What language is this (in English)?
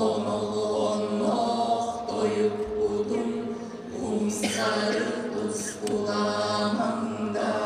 Yakut